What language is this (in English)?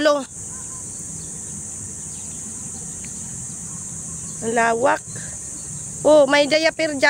Filipino